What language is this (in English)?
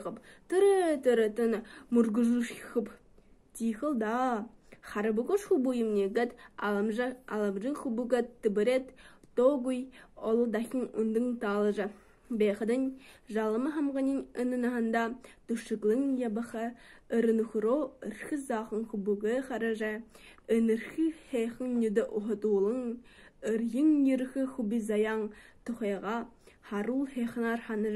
Buriat